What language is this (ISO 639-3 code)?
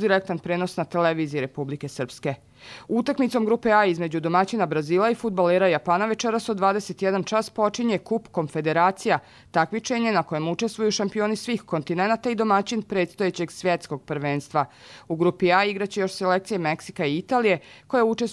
srp